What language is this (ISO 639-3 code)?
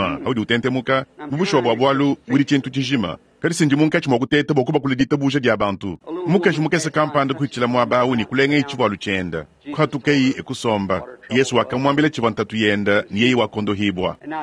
lua